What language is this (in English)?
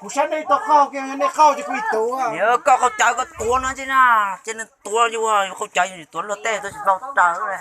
Hmong